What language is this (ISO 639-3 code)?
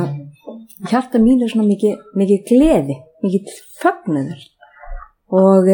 isl